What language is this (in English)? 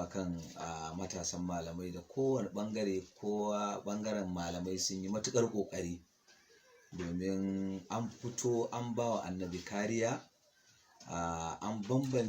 Hausa